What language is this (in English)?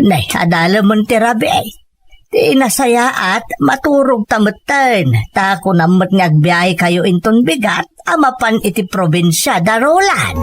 Iloko